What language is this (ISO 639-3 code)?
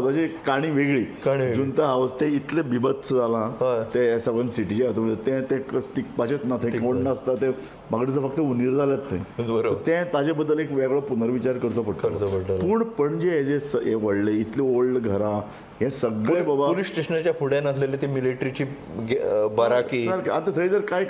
kok